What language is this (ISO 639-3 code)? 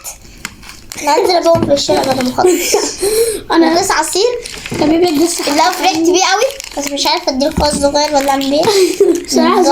arz